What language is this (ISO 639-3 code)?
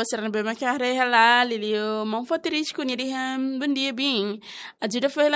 tet